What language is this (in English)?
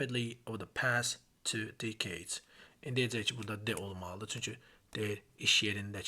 Azerbaijani